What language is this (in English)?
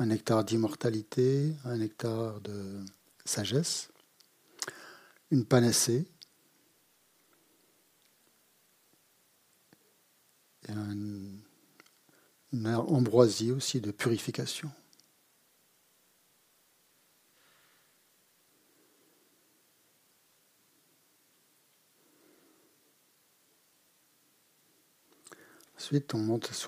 French